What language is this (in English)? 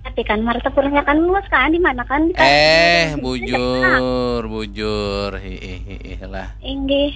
Banjar